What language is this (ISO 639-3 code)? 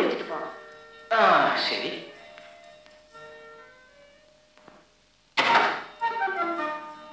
mal